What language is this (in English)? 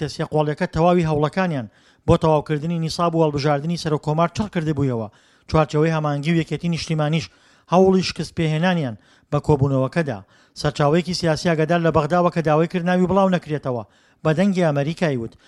Central Kurdish